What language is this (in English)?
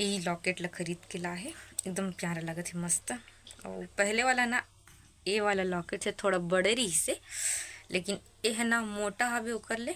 Chhattisgarhi